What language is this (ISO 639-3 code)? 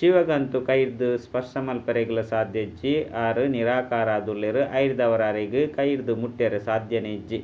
tcy